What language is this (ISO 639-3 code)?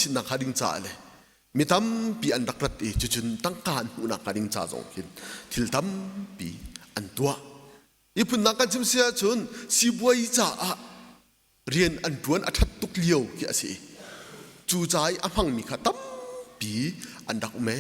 cnh